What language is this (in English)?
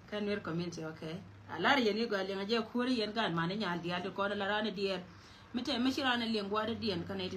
Nuer